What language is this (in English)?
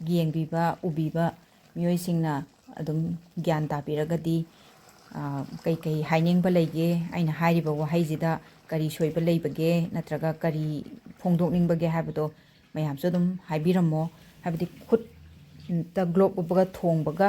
Manipuri